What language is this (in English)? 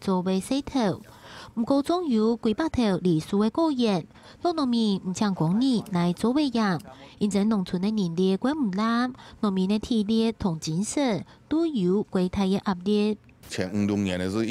Hakka Chinese